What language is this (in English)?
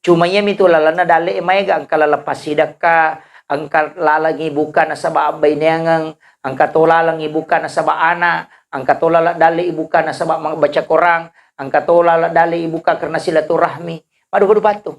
Buginese